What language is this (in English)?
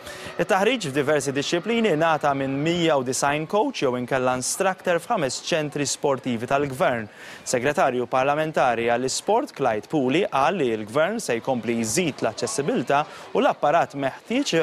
Maltese